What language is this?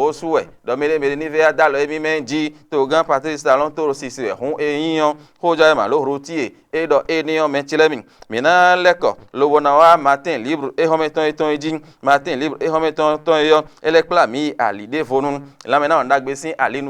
Fon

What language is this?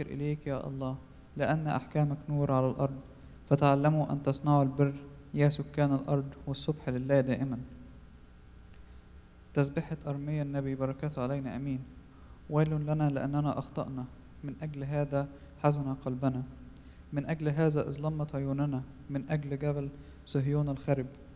Arabic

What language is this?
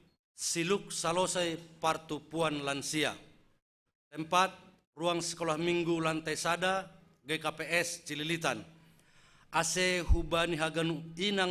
Batak Simalungun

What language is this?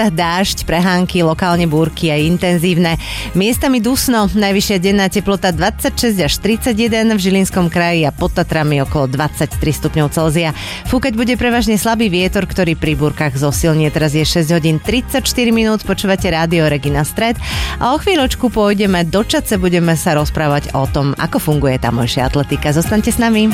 Slovak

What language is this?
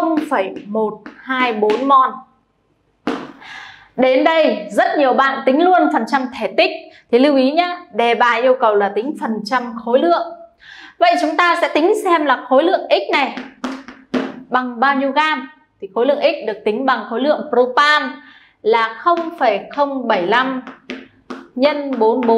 Vietnamese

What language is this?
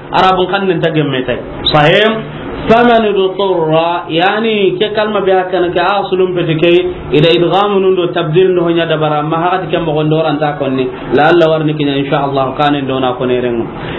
Soninke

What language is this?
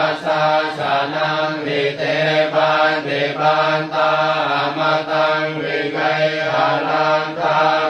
Pali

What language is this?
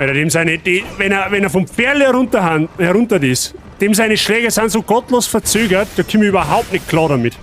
Bavarian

